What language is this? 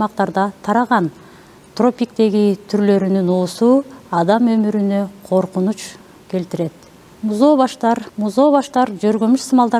Kyrgyz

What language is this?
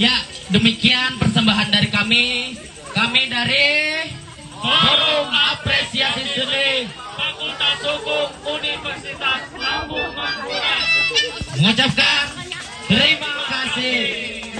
Banjar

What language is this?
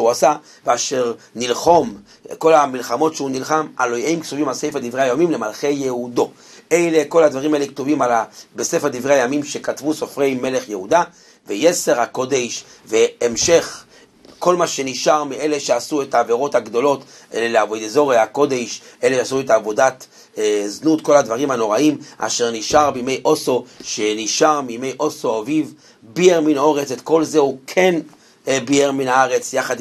Hebrew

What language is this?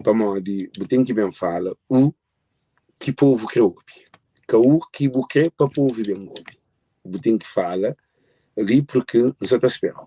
Kabuverdianu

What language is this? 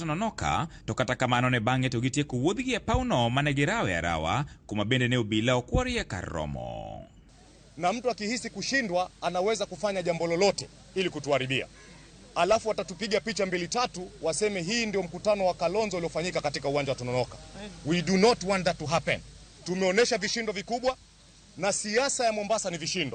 Luo (Kenya and Tanzania)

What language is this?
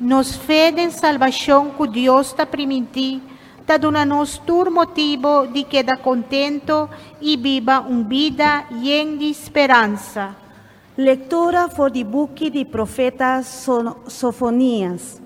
Papiamento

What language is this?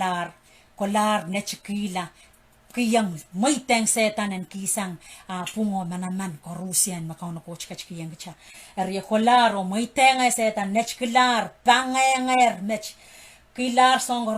Pohnpeian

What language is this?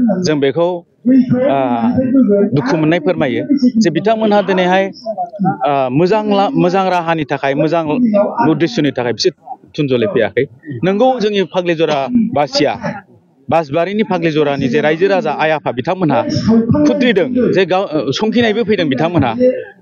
Bodo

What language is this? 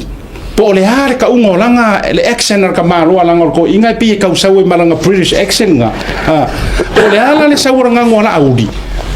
Samoan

